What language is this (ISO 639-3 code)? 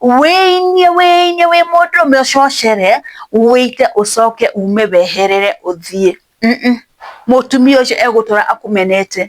kik